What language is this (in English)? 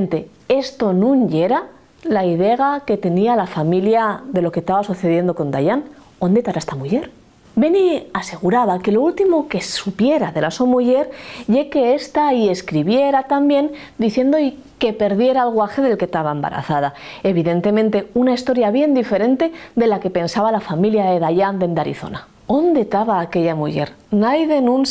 Asturian